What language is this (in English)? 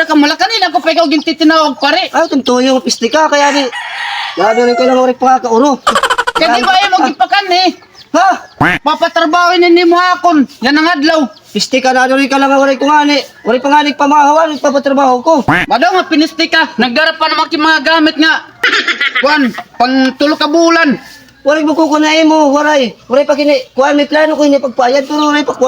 Waray